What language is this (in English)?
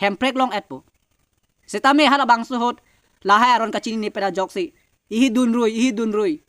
Karbi